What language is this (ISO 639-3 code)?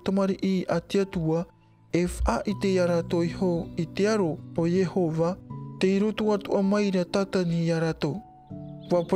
tah